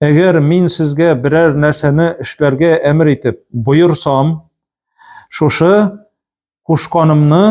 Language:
Tatar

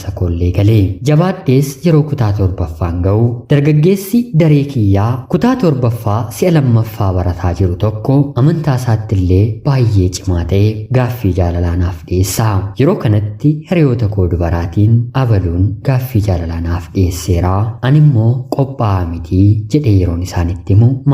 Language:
Oromo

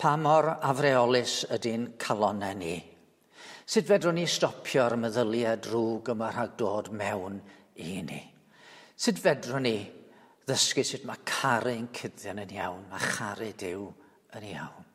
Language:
Welsh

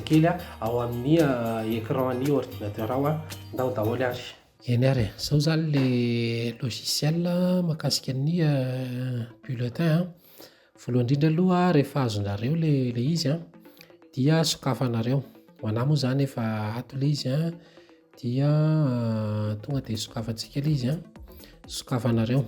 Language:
Malagasy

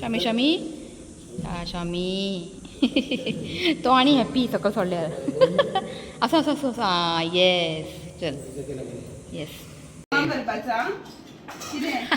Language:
Konkani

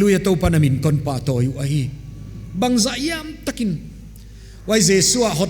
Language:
Paite Chin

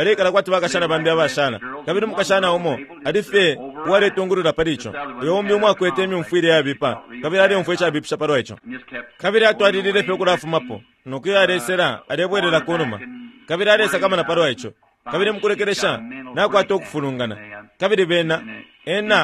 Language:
Bemba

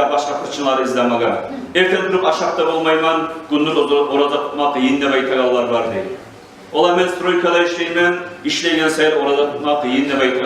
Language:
Kumyk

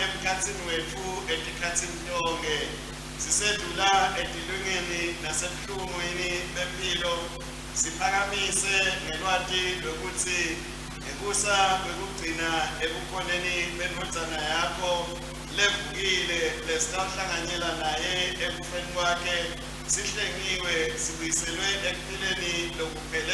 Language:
Swati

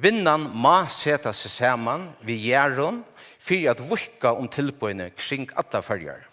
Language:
Faroese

